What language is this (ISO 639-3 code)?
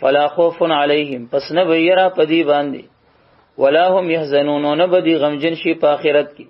pus